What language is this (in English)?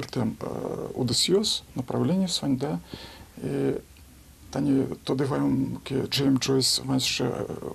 Udmurt